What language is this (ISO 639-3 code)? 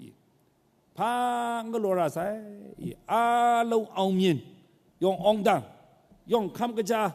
kac